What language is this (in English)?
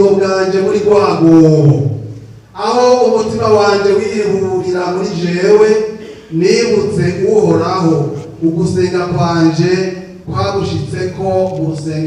Rundi